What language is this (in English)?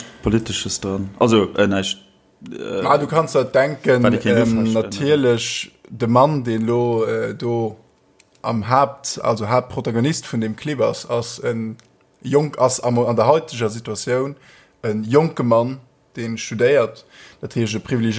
Luxembourgish